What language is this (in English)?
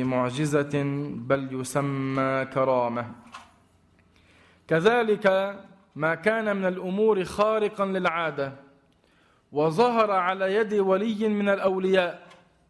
Arabic